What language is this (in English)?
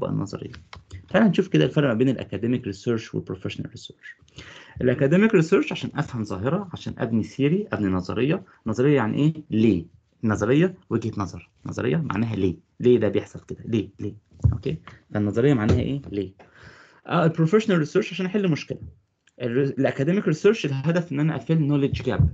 Egyptian Arabic